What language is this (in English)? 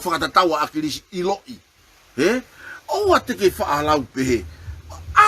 Tongan